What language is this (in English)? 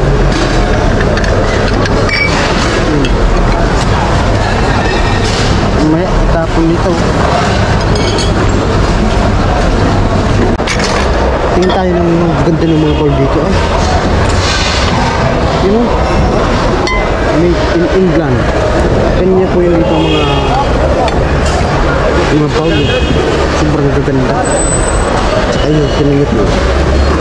Filipino